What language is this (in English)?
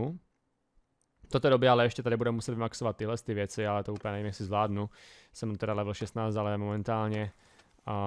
Czech